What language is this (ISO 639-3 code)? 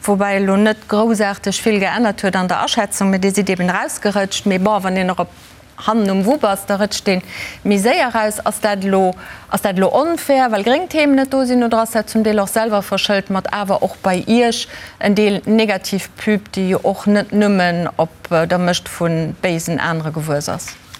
ltz